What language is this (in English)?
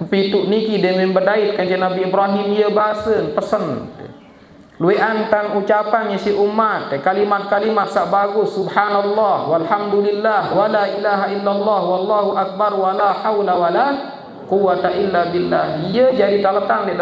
Sasak